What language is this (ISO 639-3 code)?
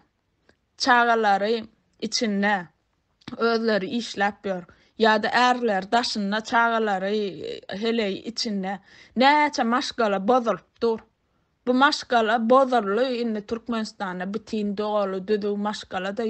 tuk